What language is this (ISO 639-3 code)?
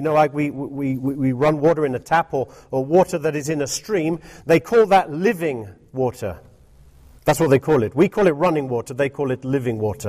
eng